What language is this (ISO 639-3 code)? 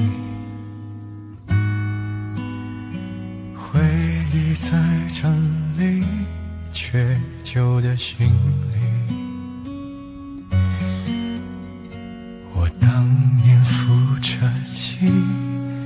zho